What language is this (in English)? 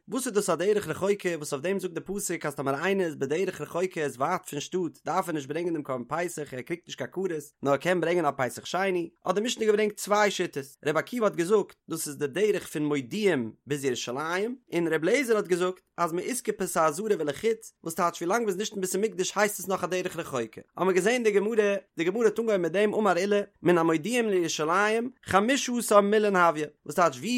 Yiddish